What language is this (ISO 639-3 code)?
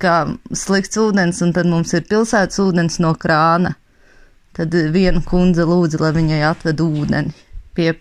lav